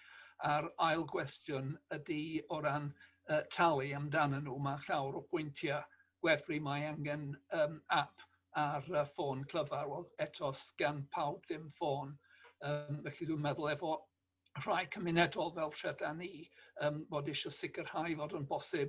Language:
Welsh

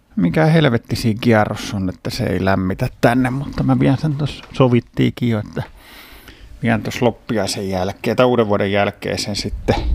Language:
Finnish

